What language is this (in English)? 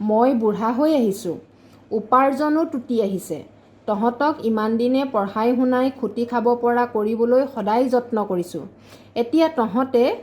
Assamese